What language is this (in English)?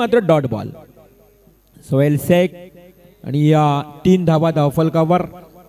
Marathi